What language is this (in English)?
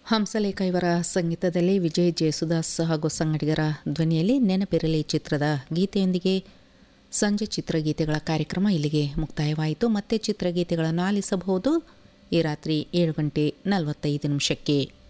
Kannada